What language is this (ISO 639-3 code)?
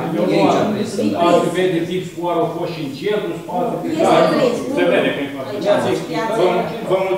ron